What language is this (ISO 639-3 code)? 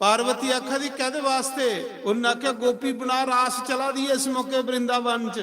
doi